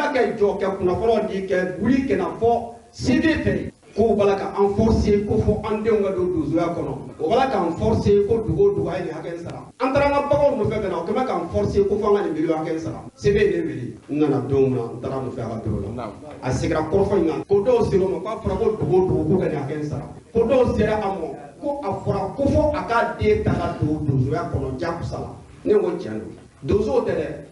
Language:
Bambara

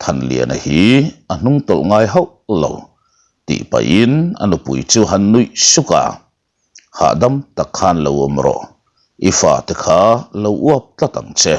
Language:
Mizo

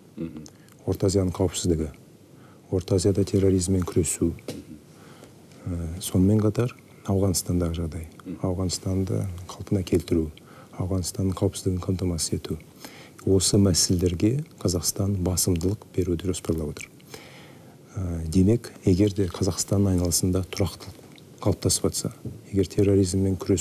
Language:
Kazakh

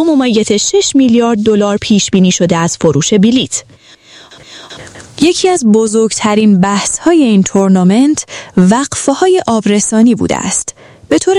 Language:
Persian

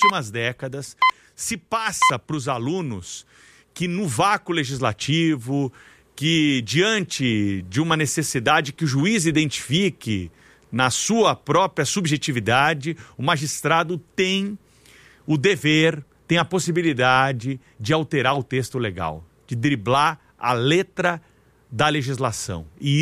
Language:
Portuguese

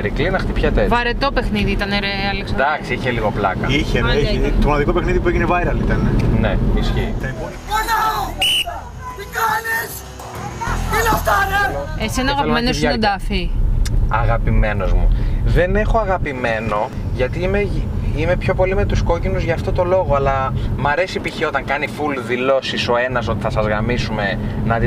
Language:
Greek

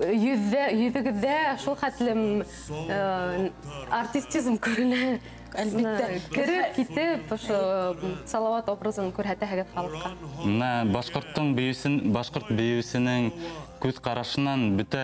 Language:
Bashkir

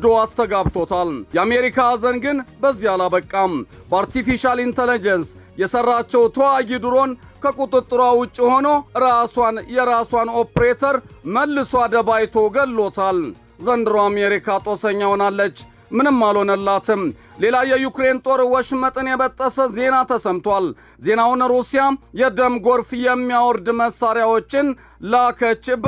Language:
Amharic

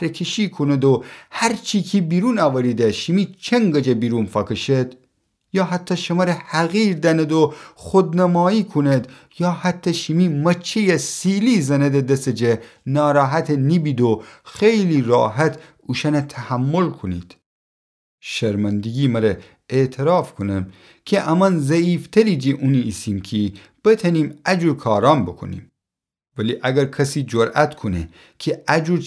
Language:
Gilaki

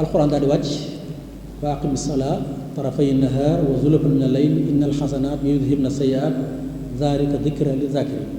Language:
Wolof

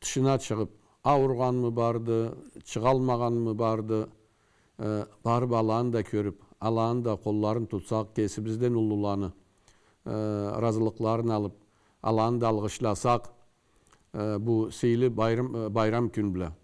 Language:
Karachay-Balkar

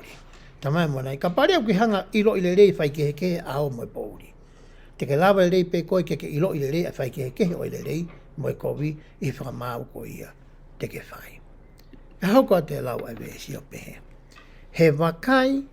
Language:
Tongan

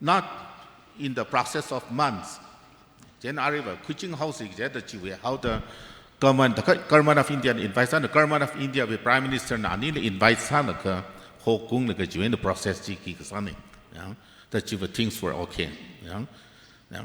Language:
Tangkhul Naga (India)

